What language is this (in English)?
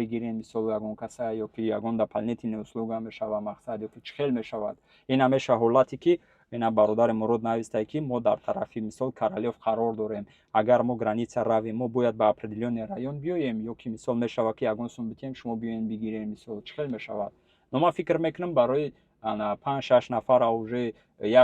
Tajik